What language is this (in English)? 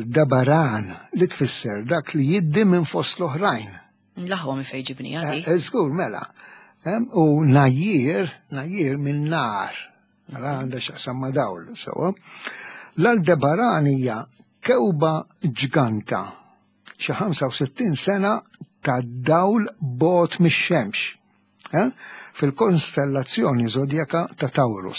Maltese